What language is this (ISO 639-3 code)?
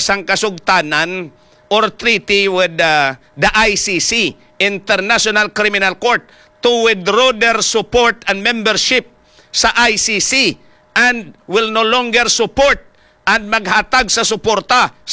hil